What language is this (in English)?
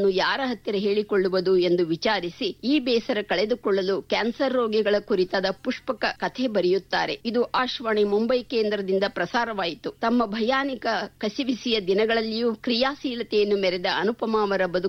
Kannada